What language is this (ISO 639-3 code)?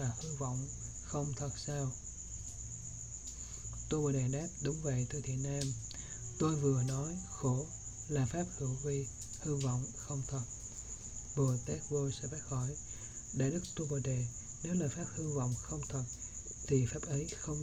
vie